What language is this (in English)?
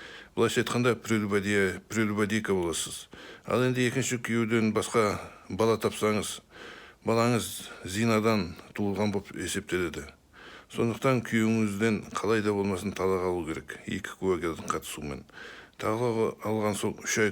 Kazakh